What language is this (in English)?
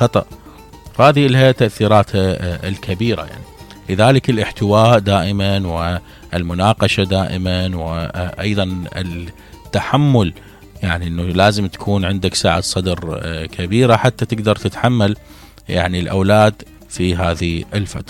Mesopotamian Arabic